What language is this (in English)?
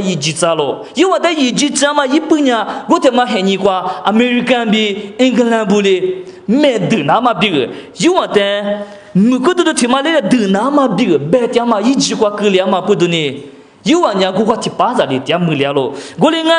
Lisu